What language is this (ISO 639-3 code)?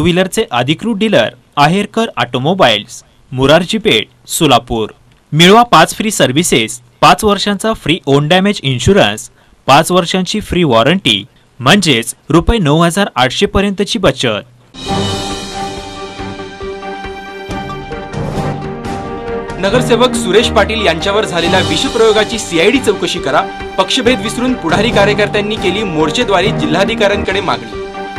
mar